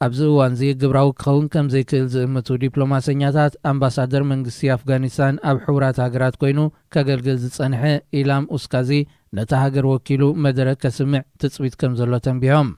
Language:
Tigrinya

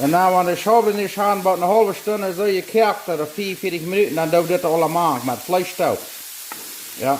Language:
Plautdietsch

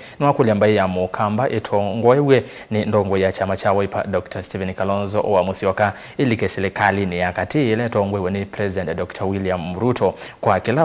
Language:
Kamba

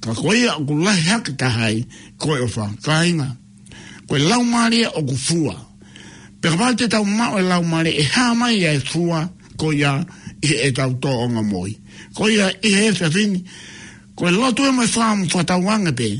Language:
Tongan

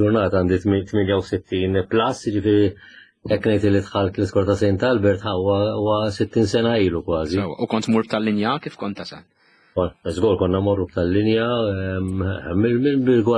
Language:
Maltese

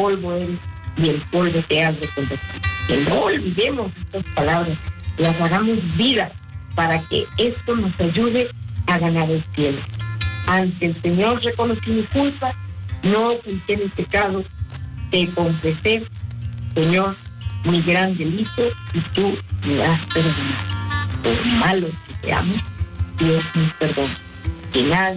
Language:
Spanish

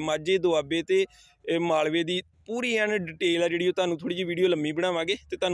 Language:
Punjabi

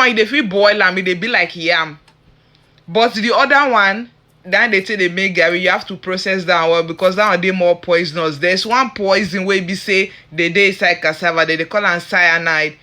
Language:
Nigerian Pidgin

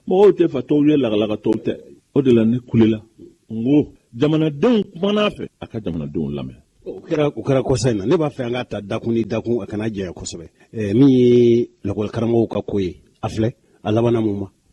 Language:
Bambara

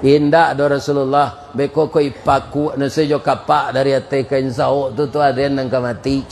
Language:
Minangkabau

